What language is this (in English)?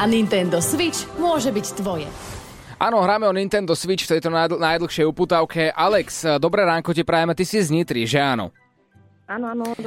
Slovak